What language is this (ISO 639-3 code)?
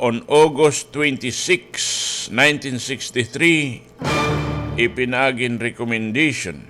war